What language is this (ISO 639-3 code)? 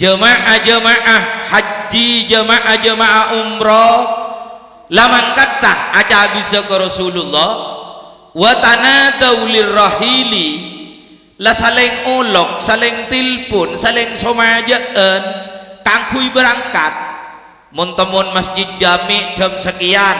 mad